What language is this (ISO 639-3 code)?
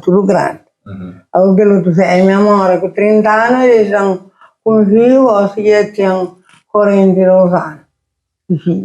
kea